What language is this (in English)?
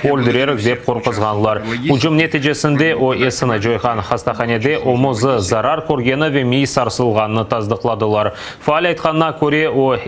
Crimean Tatar